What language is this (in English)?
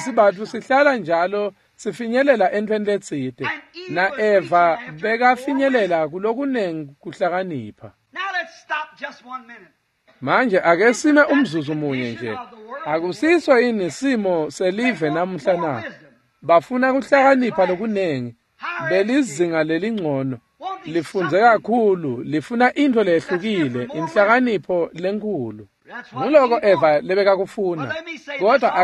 Swati